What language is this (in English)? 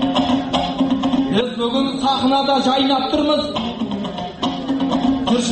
Kazakh